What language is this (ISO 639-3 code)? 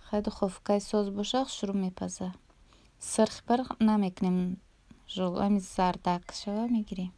tgk